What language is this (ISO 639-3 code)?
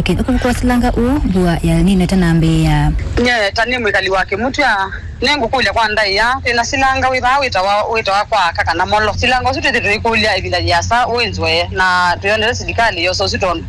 kam